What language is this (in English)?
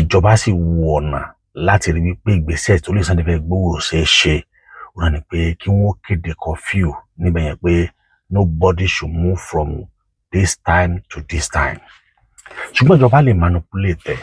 Yoruba